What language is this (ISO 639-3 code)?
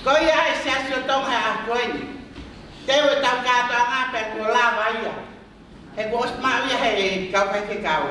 ton